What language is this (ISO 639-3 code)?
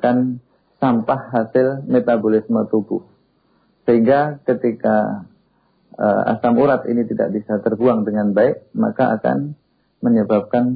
ind